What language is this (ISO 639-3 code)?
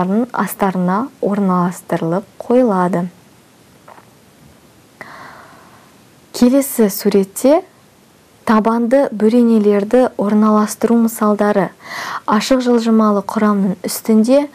kaz